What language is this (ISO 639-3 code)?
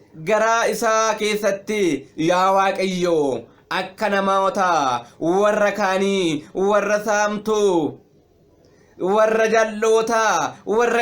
orm